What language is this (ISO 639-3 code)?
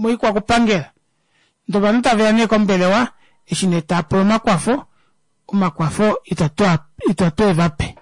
kua